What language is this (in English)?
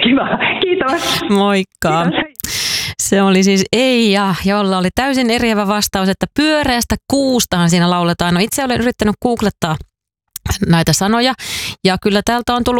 Finnish